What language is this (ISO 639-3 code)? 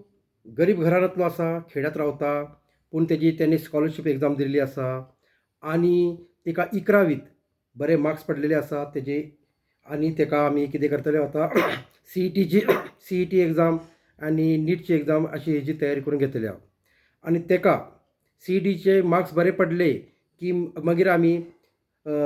kok